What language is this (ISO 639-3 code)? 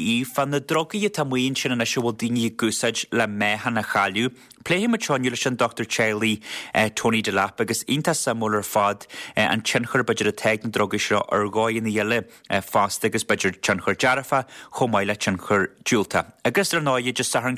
gle